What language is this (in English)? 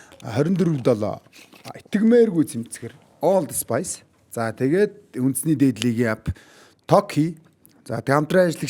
Mongolian